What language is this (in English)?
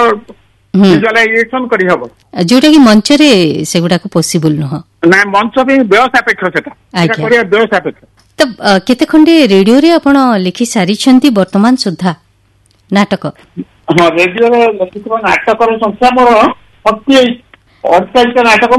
Odia